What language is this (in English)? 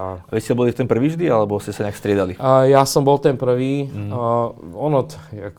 Slovak